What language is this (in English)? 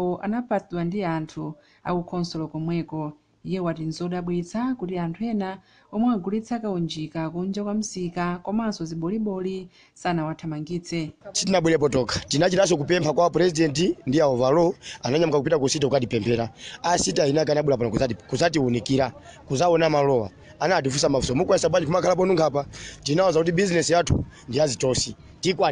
Nyanja